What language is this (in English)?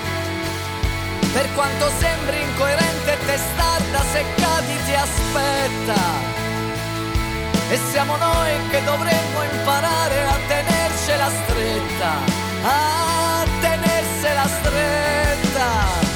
Italian